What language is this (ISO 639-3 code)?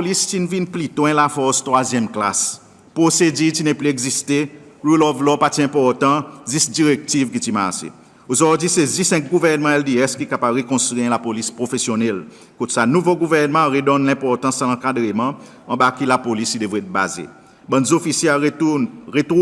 crs